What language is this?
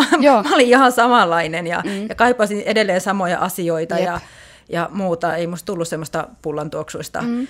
Finnish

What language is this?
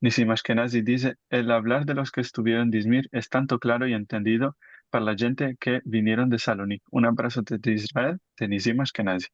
Ladino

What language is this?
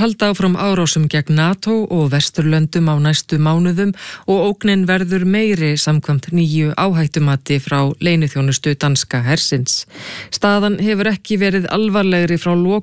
Icelandic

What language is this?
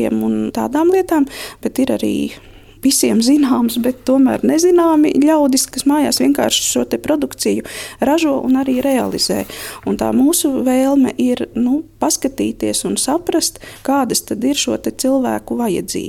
Latvian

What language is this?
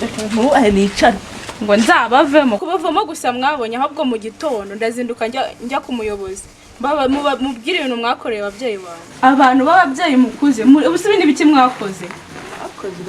Kinyarwanda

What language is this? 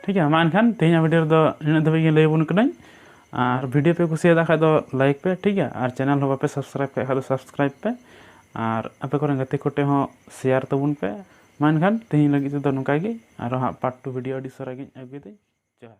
Santali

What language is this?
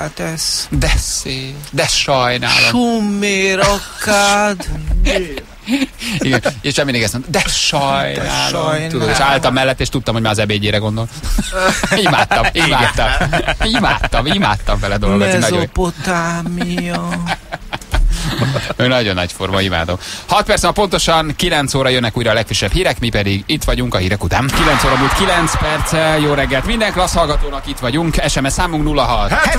Hungarian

